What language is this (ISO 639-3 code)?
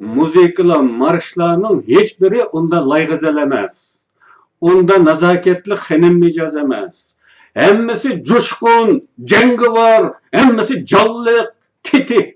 uig